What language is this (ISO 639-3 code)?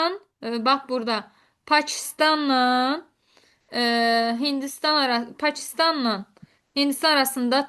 aze